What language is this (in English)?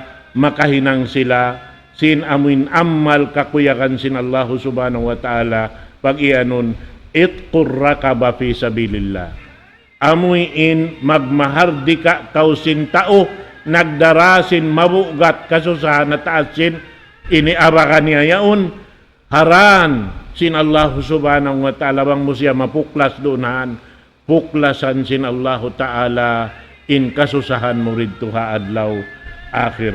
Tausug